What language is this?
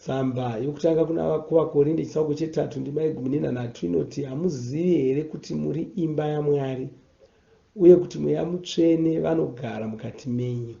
Shona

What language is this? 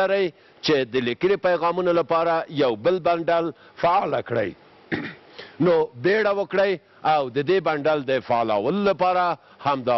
Persian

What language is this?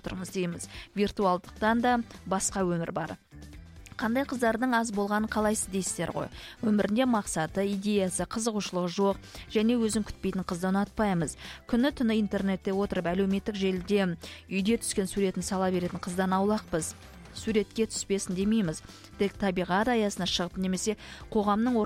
Kazakh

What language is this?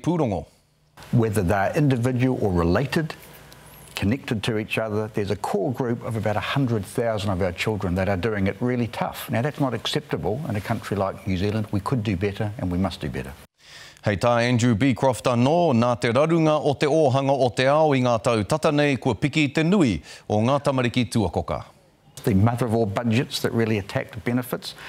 Māori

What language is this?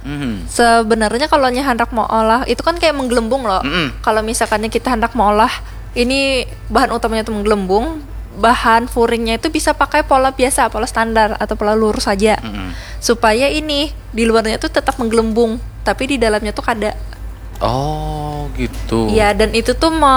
Banjar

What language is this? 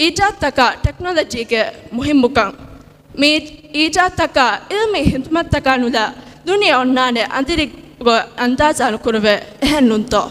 Divehi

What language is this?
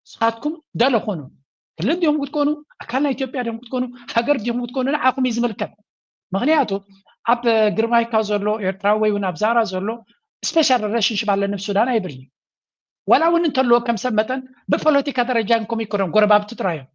Tigrinya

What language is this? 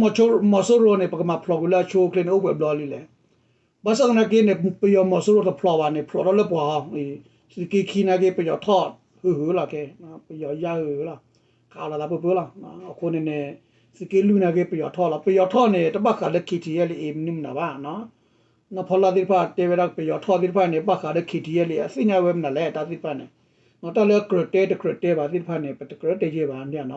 S'gaw Karen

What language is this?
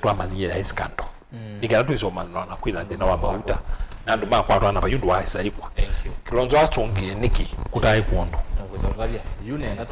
Kamba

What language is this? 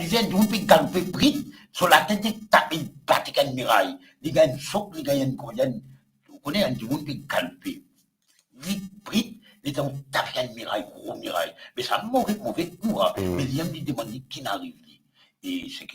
Morisyen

